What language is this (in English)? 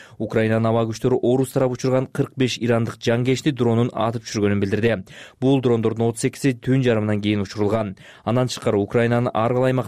Kyrgyz